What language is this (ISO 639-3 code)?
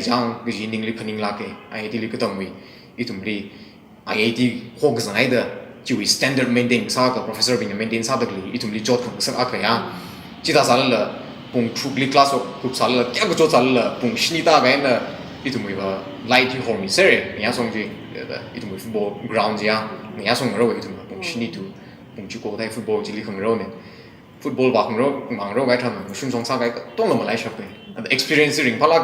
nmf